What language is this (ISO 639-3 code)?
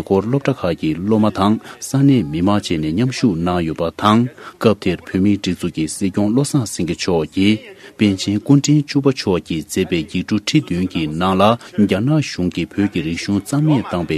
bod